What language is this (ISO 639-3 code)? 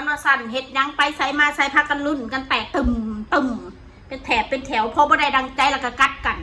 tts